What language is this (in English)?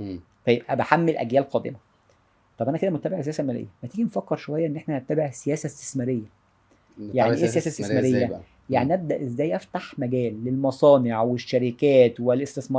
Egyptian Arabic